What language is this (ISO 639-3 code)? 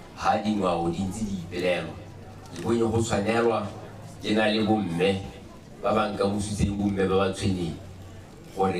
tsn